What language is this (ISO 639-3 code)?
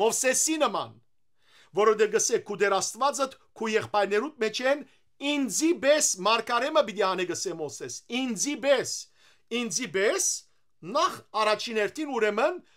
hyw